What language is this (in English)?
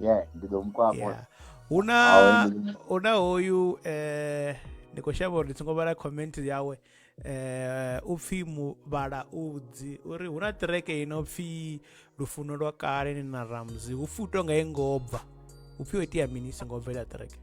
Venda